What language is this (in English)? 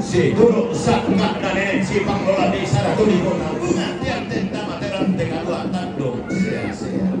Toraja-Sa'dan